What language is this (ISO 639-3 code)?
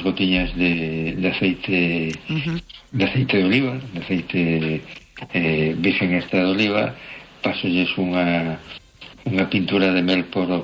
glg